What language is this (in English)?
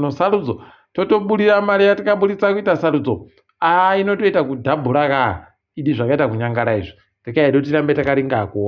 Ndau